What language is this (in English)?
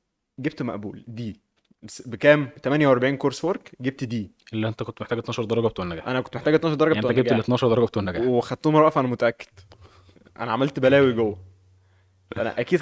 Egyptian Arabic